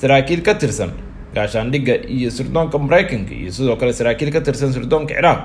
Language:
Somali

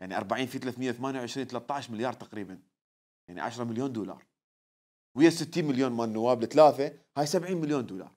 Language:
Mesopotamian Arabic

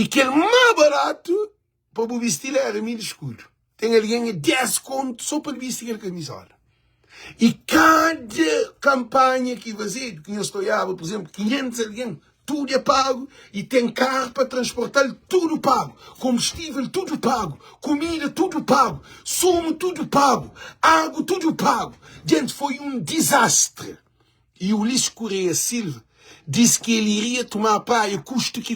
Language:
Kabuverdianu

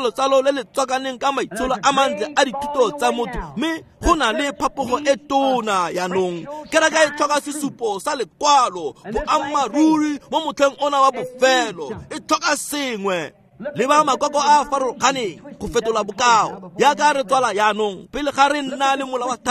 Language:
Tswana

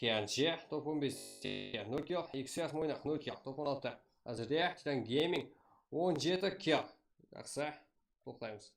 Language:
Kara-Kalpak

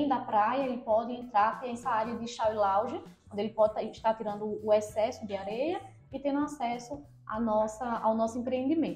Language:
Portuguese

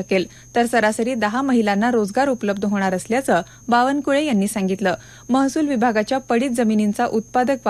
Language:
Marathi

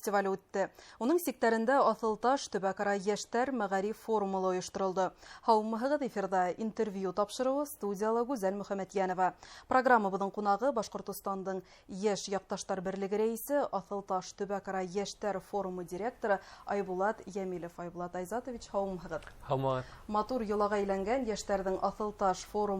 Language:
Bashkir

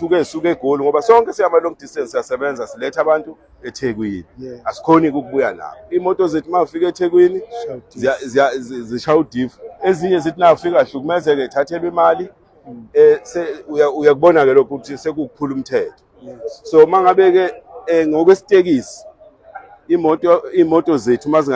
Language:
Zulu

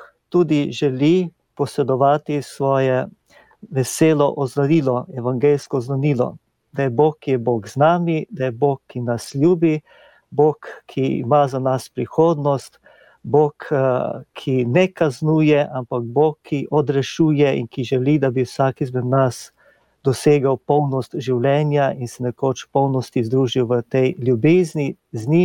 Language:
Slovenian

